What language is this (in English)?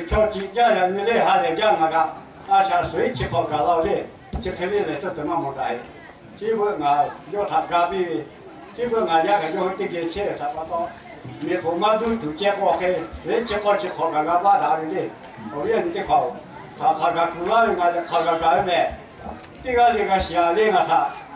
Lahu